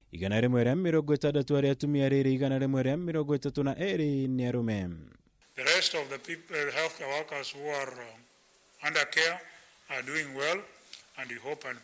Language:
Kikuyu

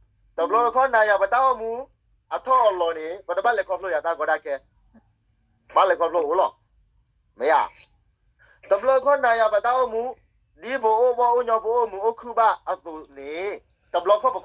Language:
S'gaw Karen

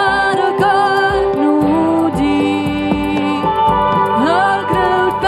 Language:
Plautdietsch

